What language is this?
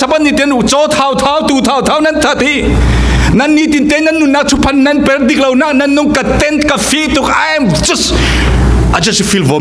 Falam Chin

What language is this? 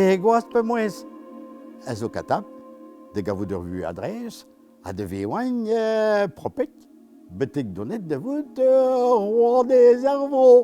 Breton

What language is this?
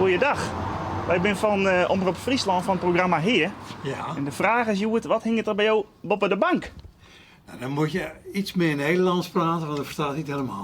Western Frisian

